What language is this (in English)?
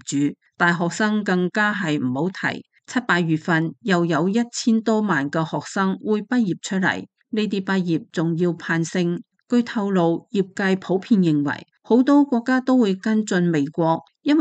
Cantonese